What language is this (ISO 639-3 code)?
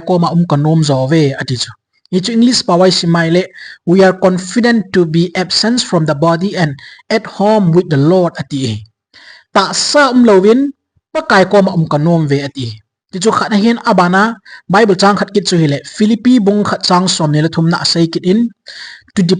tcz